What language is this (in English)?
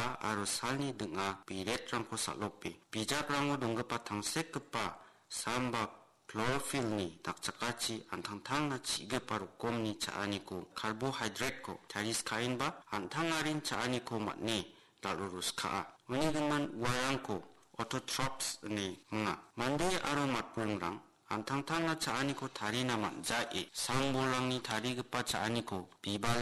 Garo